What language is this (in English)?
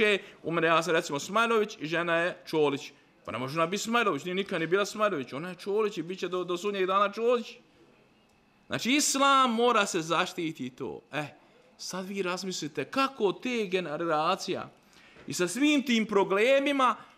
Bosnian